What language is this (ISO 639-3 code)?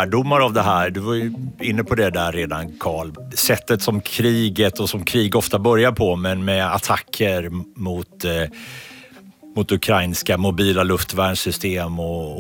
swe